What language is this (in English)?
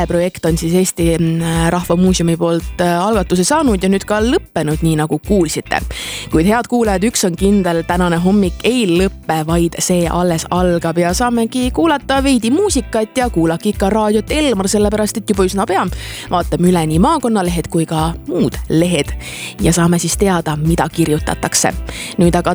Estonian